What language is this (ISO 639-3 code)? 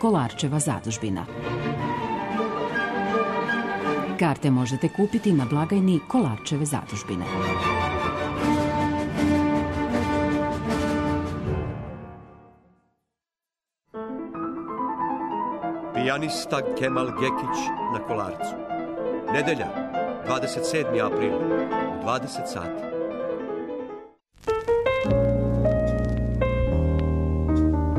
srp